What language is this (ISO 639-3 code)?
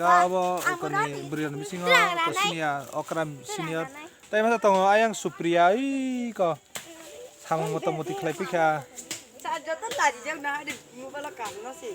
trp